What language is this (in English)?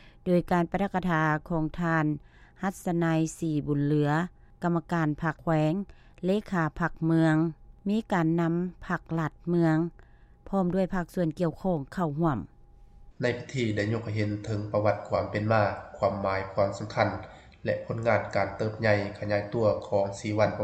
Lao